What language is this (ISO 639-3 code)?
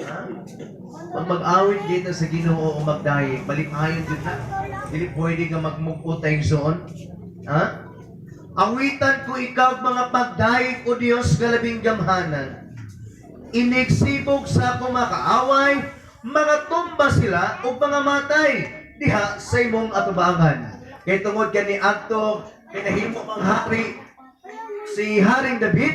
ceb